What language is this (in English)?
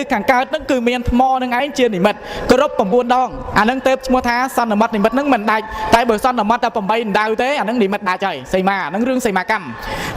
Khmer